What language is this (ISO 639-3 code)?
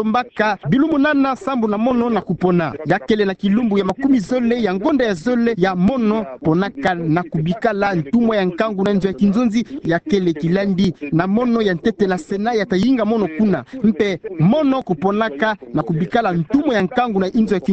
ktu